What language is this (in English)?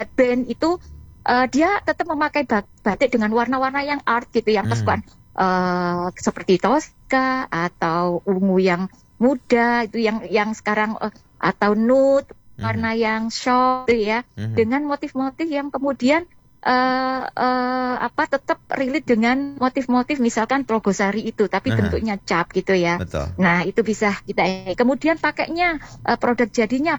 Indonesian